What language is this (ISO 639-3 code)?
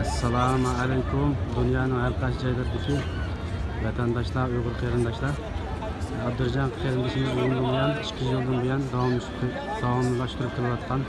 uig